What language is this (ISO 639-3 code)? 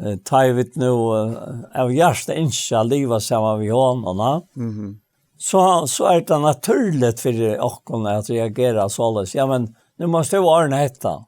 fao